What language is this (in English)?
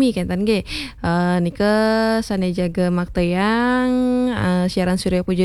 Balinese